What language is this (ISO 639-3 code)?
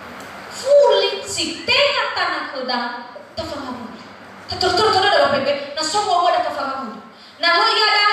nia